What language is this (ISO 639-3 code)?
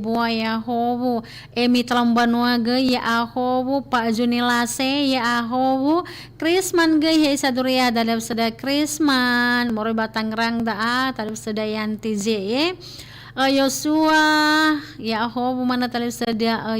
nia